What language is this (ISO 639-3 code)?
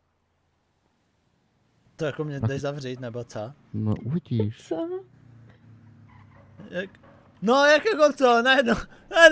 ces